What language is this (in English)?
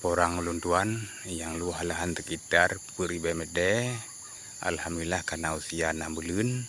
Achinese